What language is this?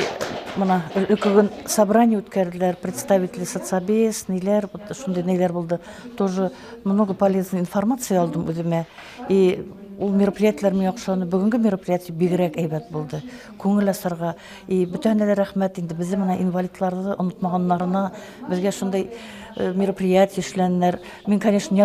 Bashkir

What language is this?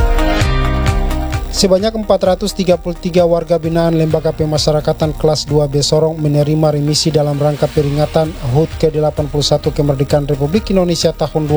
Indonesian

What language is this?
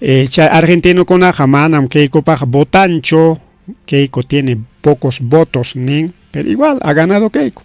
Ayacucho Quechua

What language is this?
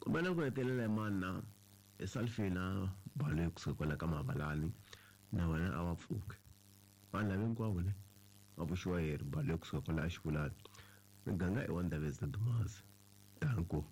Tsonga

